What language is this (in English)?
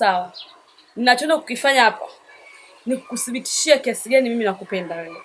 Swahili